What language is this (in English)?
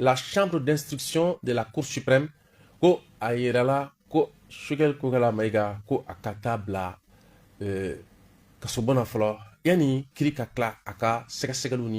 Bambara